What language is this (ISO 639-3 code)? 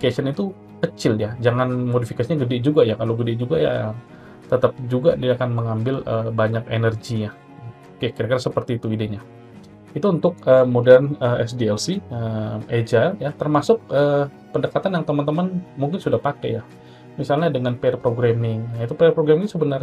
ind